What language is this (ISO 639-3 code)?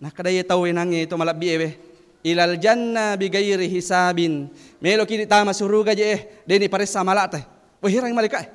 bug